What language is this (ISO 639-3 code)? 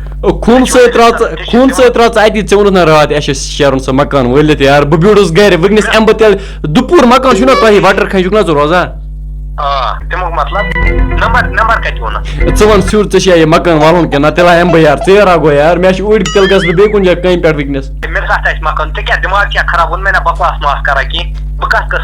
kas